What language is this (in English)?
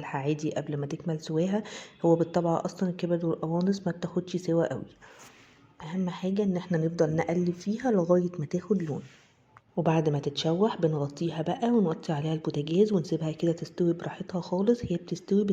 Egyptian Arabic